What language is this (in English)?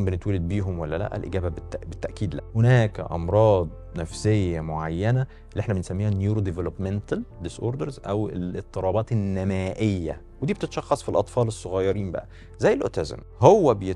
Egyptian Arabic